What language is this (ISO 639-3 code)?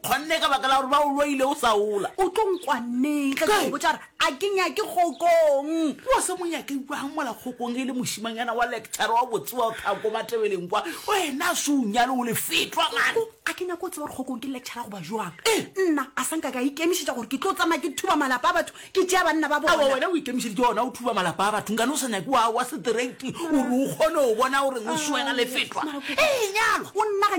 nso